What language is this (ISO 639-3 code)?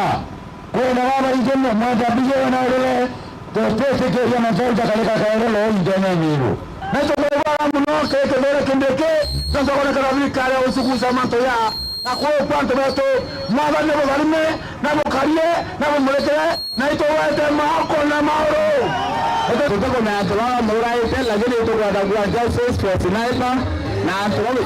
mer